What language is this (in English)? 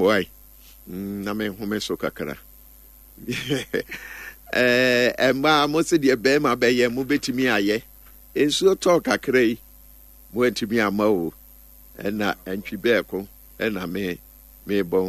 Akan